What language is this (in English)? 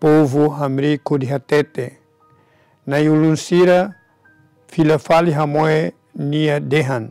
Tetum